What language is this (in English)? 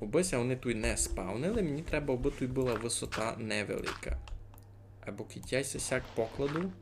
Rusyn